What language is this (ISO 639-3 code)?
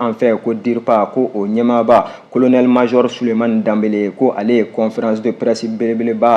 bam